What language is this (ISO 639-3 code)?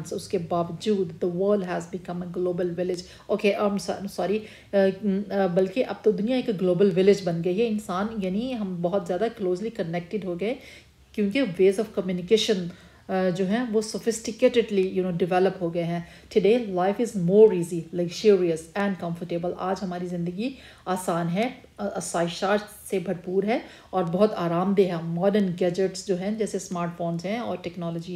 urd